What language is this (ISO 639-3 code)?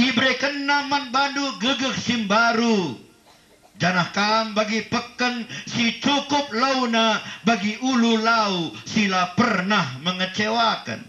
btx